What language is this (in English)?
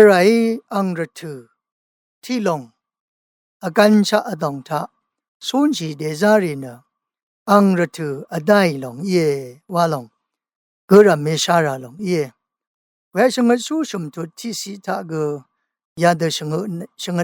Rawang